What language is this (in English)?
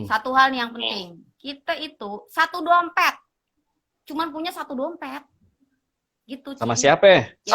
Betawi